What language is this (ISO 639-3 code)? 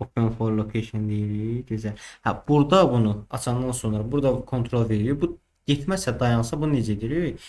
aze